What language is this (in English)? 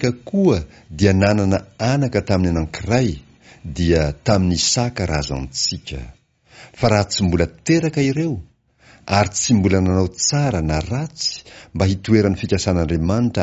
Malagasy